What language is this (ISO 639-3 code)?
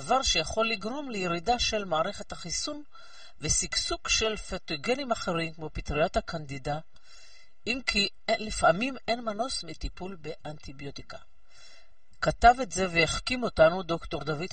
heb